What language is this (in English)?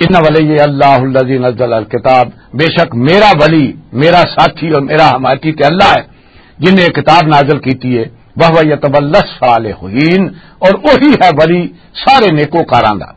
Western Panjabi